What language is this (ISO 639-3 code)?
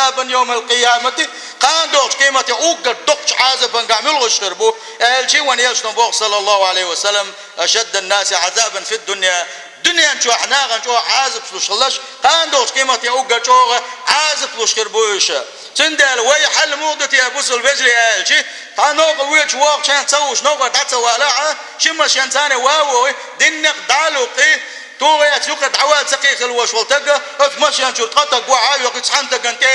che